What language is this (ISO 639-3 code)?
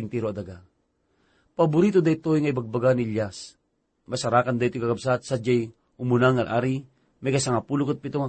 ilo